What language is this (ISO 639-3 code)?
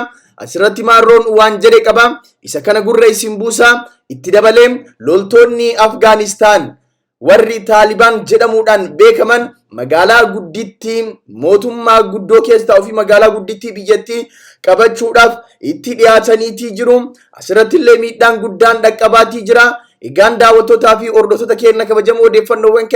orm